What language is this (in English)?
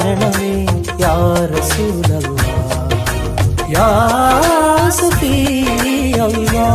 Malayalam